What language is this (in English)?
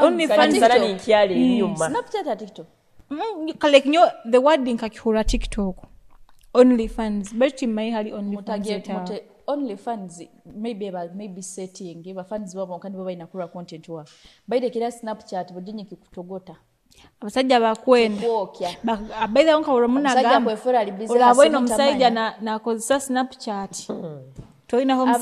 Nyoro